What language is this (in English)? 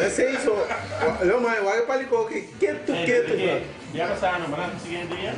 Papiamento